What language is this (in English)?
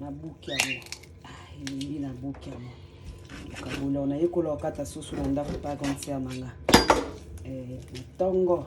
Lingala